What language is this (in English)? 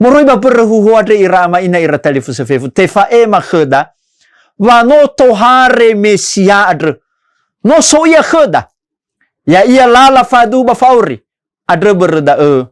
Nias